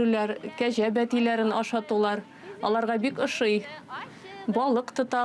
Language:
Tatar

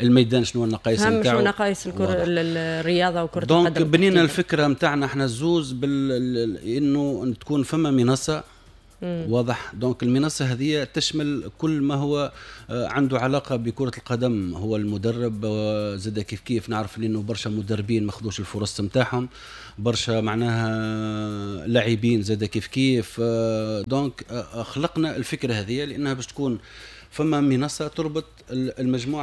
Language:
Tunisian Arabic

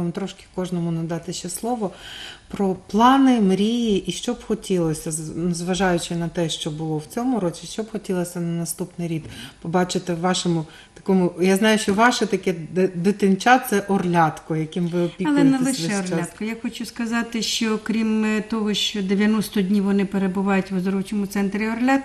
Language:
Ukrainian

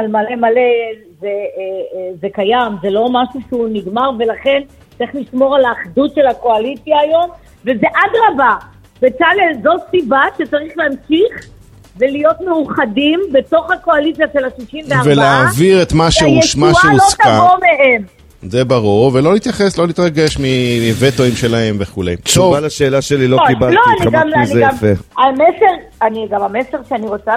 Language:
Hebrew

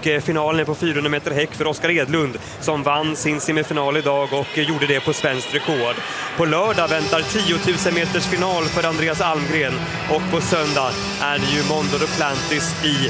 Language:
Swedish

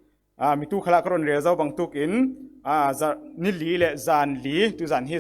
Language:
Falam Chin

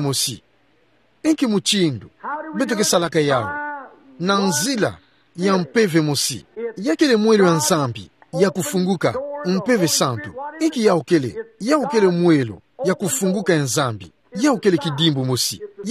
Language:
Kituba (Democratic Republic of Congo)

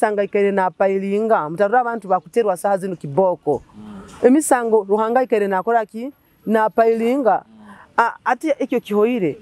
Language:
Nyoro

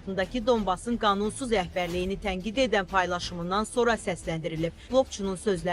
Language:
Azerbaijani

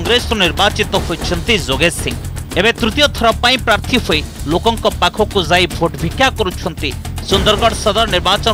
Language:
Odia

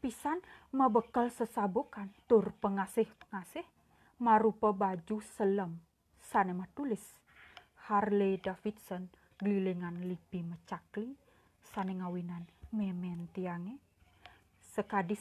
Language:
Balinese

